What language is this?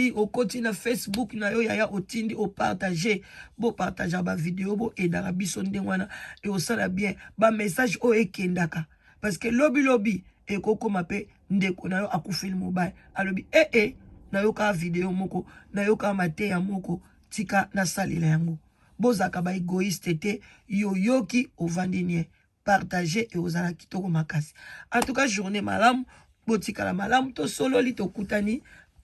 Lingala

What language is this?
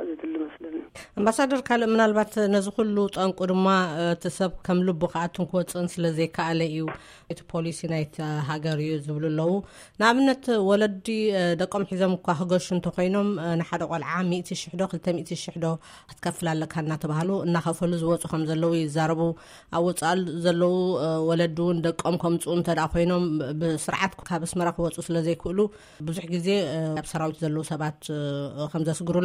Tigrinya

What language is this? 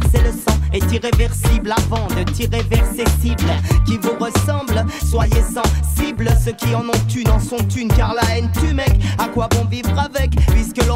French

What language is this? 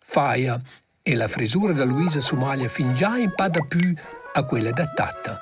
Romansh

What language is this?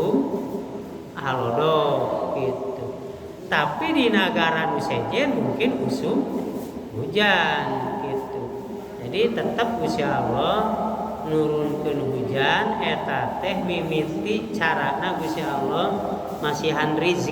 Sundanese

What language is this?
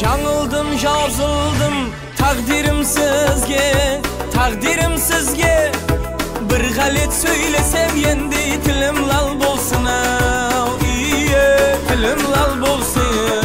Kara-Kalpak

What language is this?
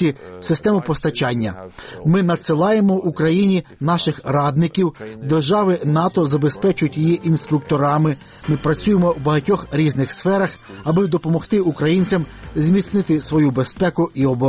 Ukrainian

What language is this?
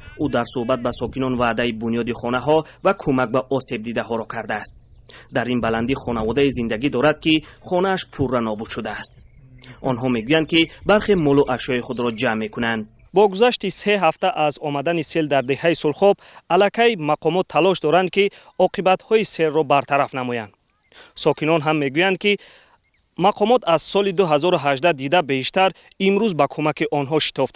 Tajik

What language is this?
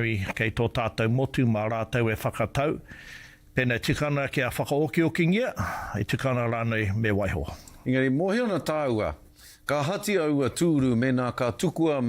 Māori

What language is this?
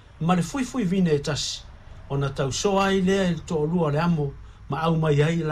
Samoan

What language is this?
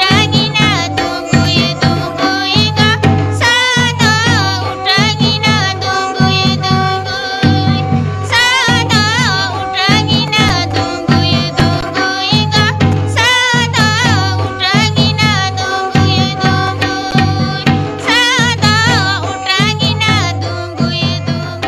Santali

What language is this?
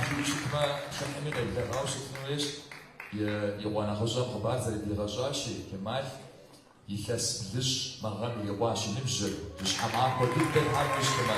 Kabardian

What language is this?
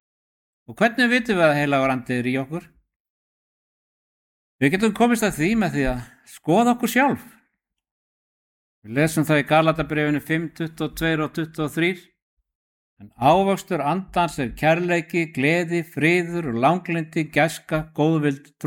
Icelandic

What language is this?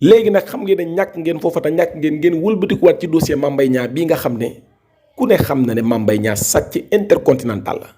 Wolof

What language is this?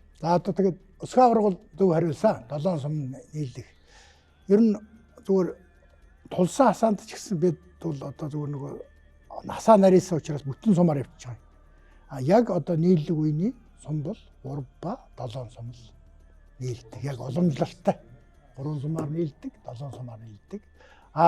Mongolian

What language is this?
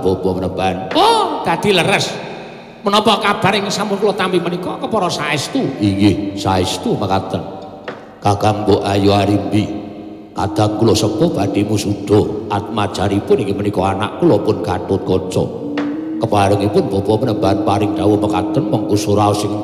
Javanese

